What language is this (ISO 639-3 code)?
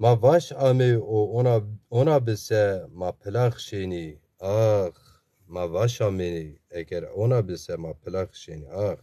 zza